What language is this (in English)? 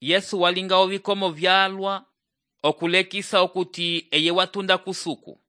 Umbundu